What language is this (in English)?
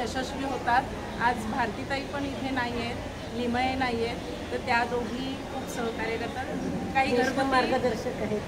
Marathi